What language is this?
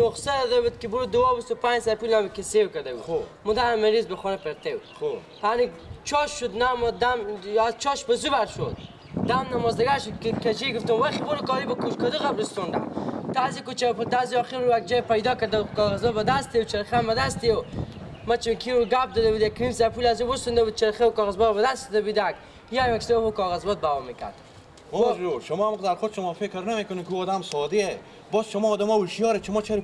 Persian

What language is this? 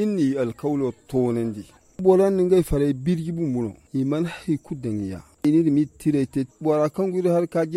Zarma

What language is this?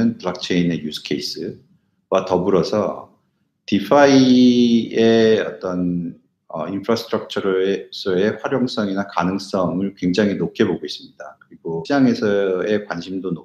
Korean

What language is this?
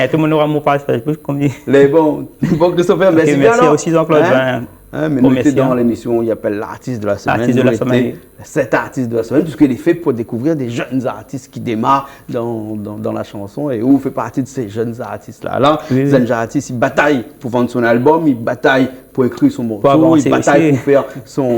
Réunion Creole French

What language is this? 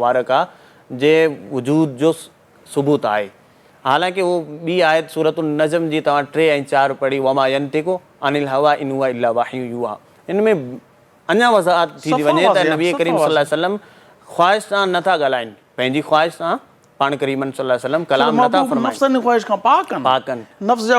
Sindhi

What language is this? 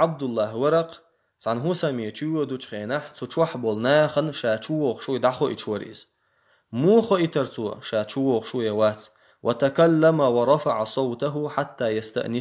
Chechen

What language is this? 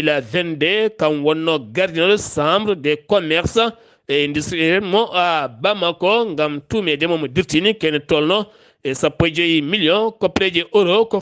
Fula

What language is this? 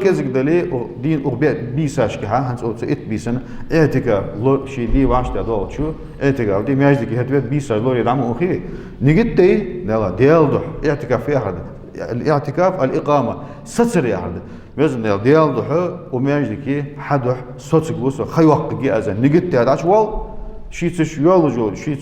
Ingush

